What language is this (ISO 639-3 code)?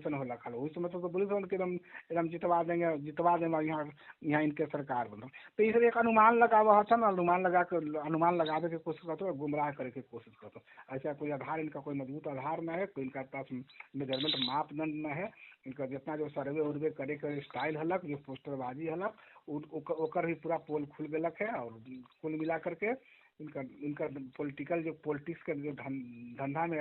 mag